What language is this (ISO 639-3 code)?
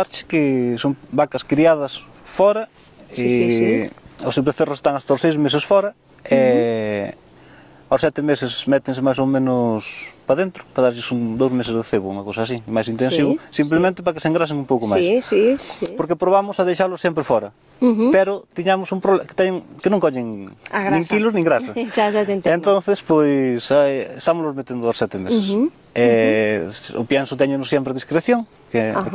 glg